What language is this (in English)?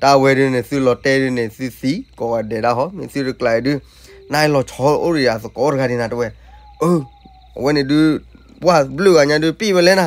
S'gaw Karen